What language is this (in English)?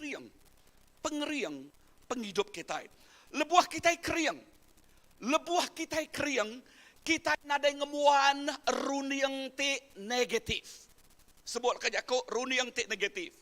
Iban